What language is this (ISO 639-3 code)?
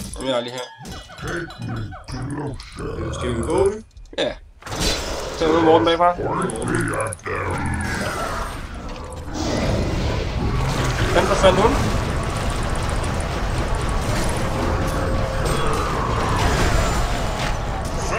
dan